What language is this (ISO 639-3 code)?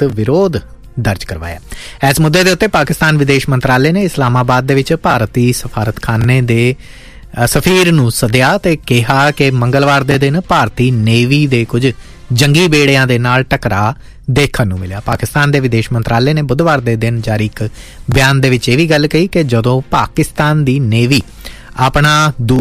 pan